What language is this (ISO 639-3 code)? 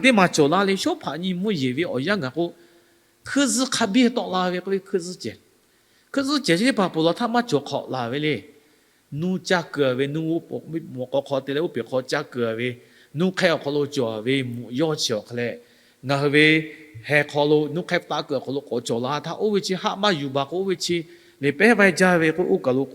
lhu